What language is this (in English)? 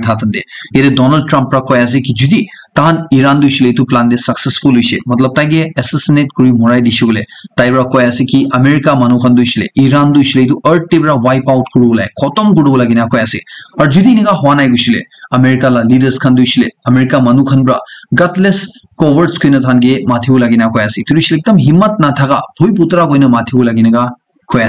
Naga Pidgin